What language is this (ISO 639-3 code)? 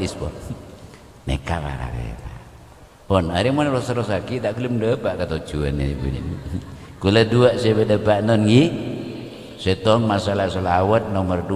mad